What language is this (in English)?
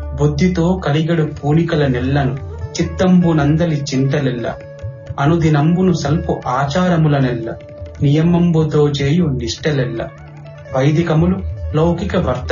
Telugu